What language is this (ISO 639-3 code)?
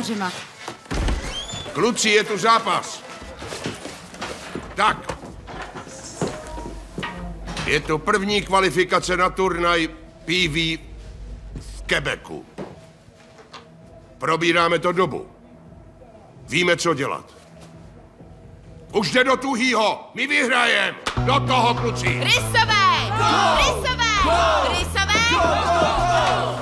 ces